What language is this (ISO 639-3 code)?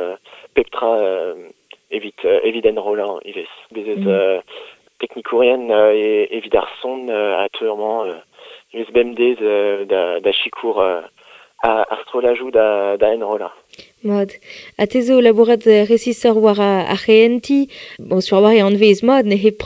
bre